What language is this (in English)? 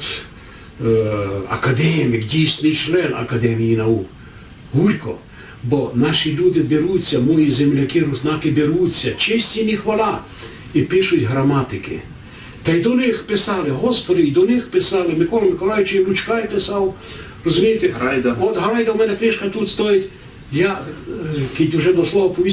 Rusyn